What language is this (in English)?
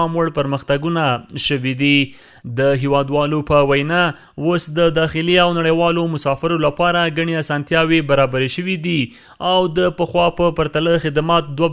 Pashto